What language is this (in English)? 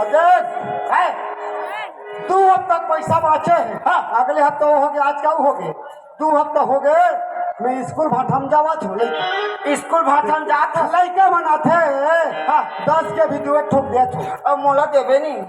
Chhattisgarhi